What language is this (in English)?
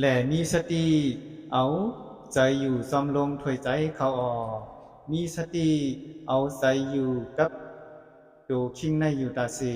Shan